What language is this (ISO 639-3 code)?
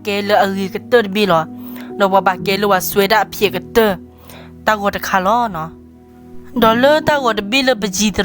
ksw